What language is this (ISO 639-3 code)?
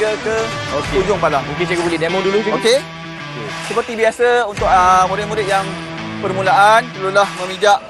msa